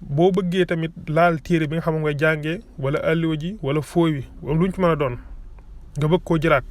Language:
Wolof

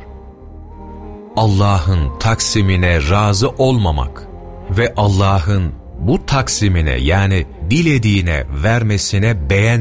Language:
Turkish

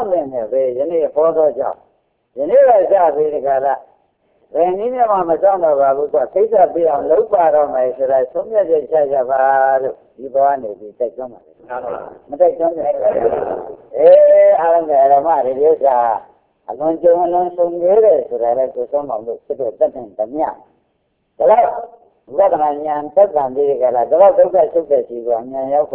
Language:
Burmese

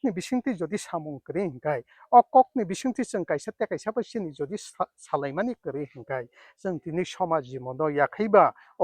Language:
Kok Borok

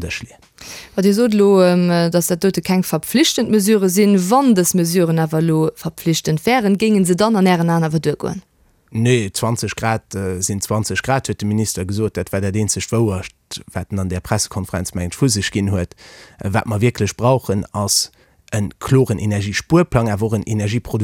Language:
Luxembourgish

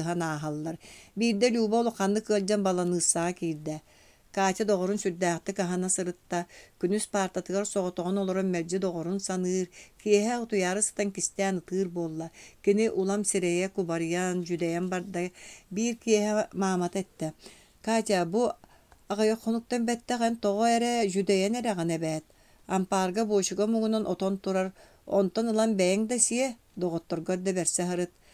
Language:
Yakut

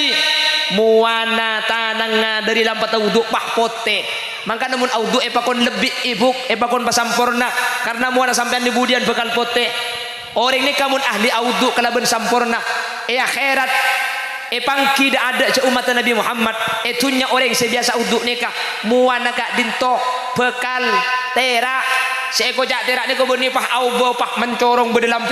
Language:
Madurese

